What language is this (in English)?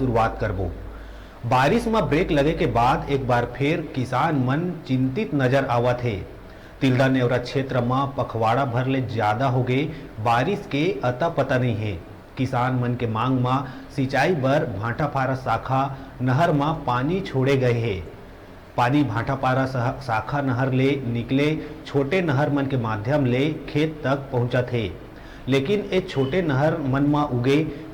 Chhattisgarhi